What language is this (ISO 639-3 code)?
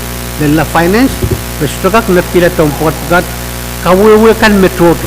pon